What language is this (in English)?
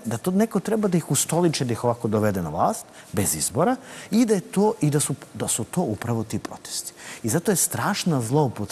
Serbian